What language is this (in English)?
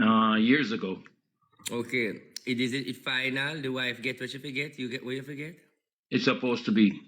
Jamaican Creole English